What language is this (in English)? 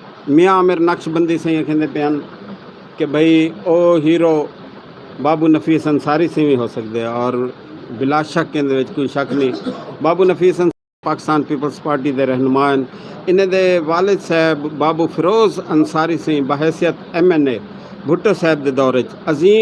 Saraiki